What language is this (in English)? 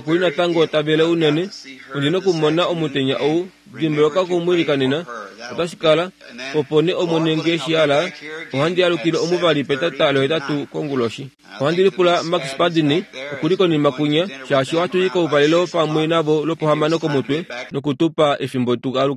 Kuanyama